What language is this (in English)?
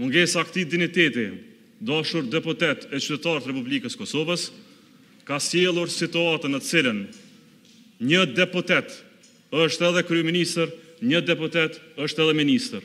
Albanian